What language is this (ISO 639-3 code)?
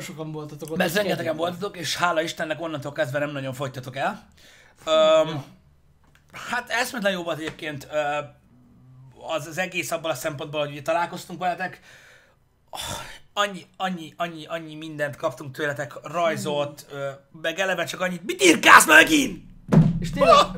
hun